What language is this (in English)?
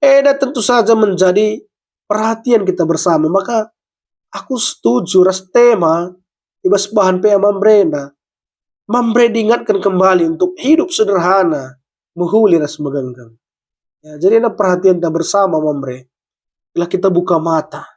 Batak Karo